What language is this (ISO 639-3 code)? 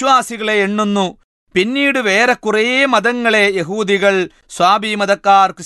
mal